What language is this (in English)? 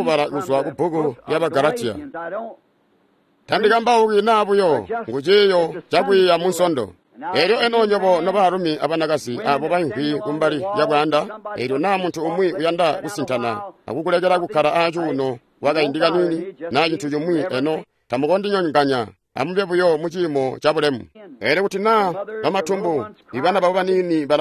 Tonga (Zambia)